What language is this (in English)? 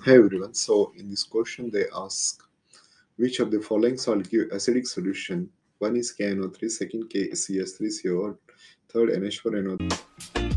English